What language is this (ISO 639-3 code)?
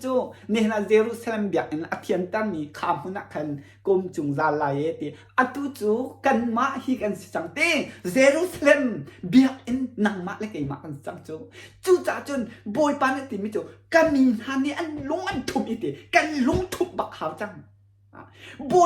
cnh